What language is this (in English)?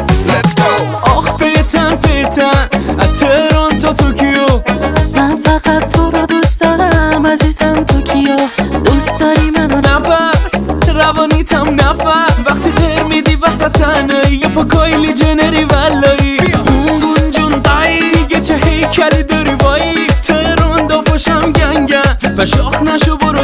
Persian